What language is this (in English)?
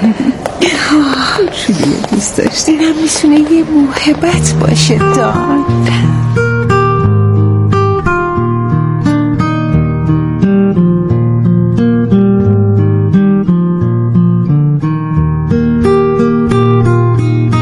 Persian